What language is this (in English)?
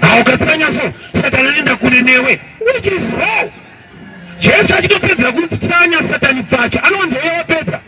Shona